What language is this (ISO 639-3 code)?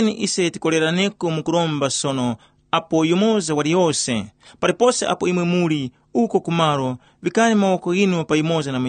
tum